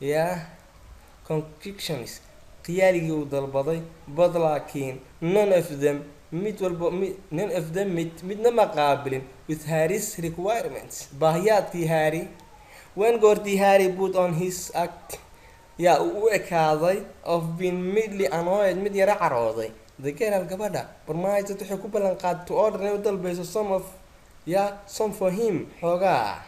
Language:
Somali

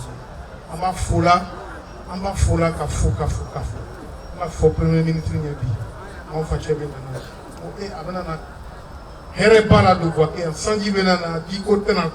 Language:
Bambara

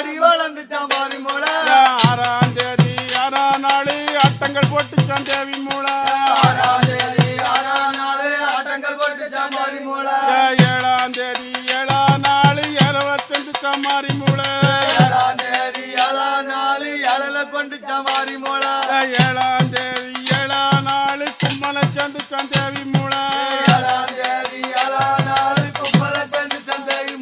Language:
Tamil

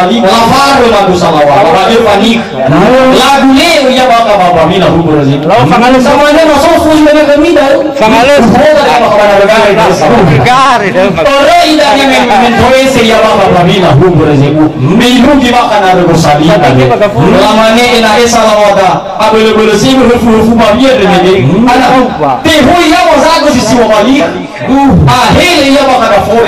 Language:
Nias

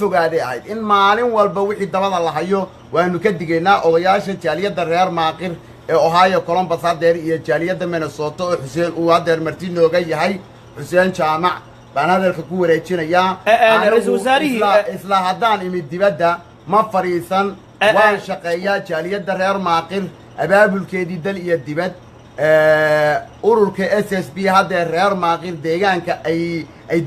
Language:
Somali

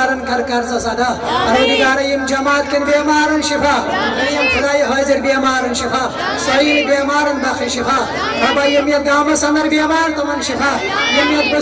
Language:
Kashmiri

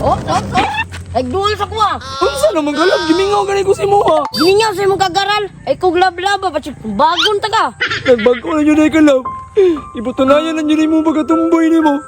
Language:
Cebuano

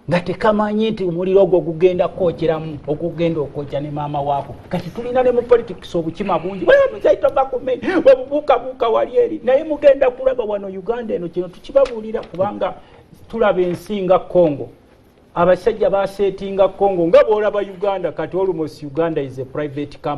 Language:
Ganda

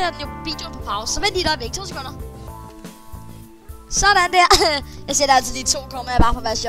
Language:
Danish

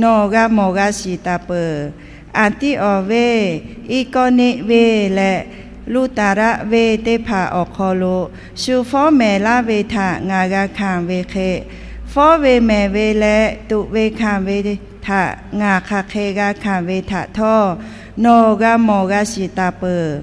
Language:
Lahu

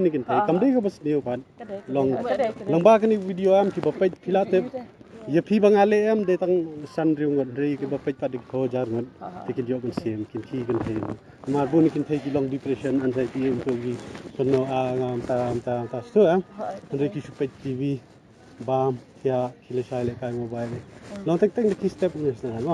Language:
Khasi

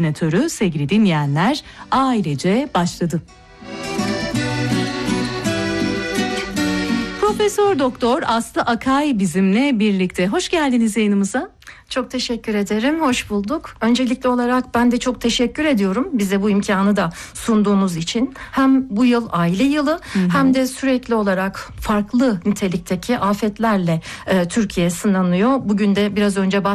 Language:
Turkish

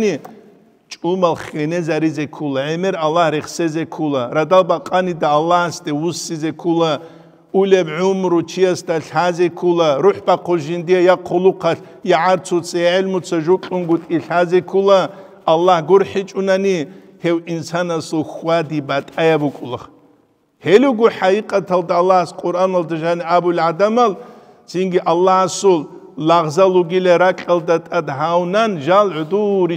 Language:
Avaric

